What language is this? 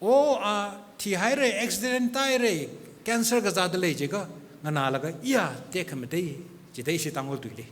Tangkhul Naga (India)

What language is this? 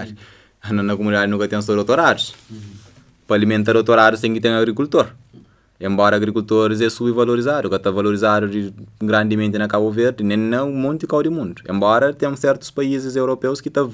Kabuverdianu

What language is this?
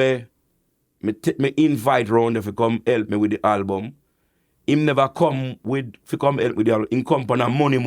Jamaican Creole English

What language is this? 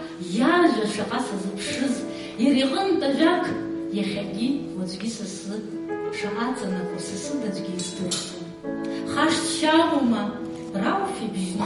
Abkhazian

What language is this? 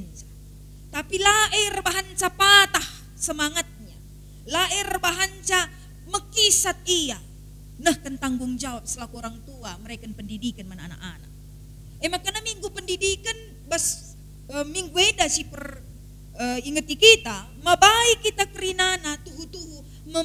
Batak Karo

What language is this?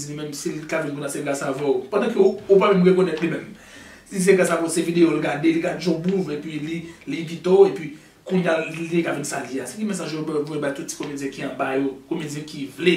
Haitian Creole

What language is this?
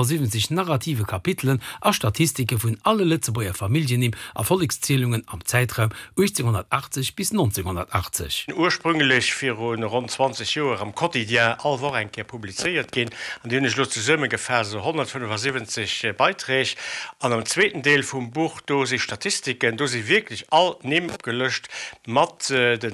Luxembourgish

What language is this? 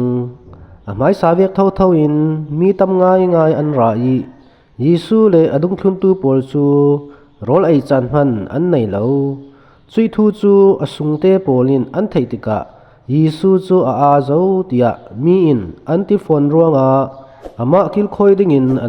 Falam Chin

